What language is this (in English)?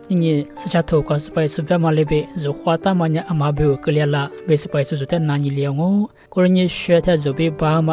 Lisu